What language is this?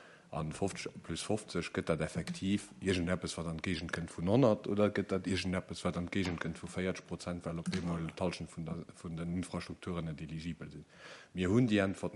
Luxembourgish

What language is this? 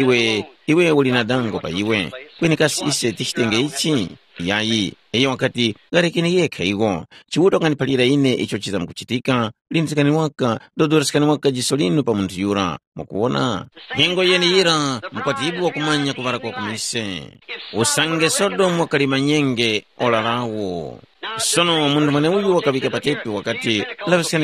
Tumbuka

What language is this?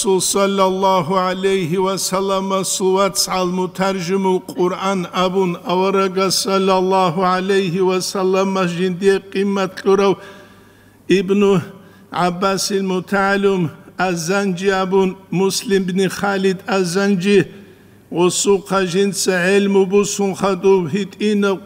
Avaric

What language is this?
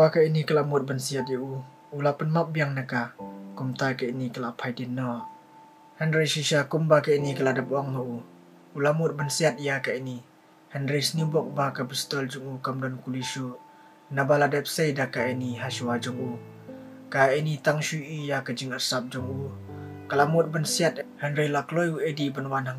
Khasi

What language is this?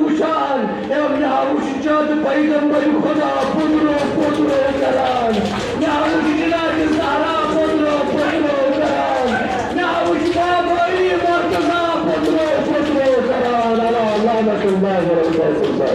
Kashmiri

